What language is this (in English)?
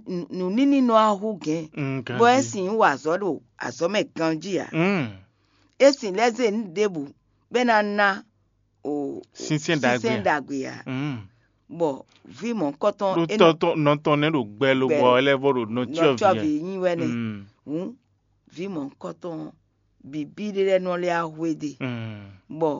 Fon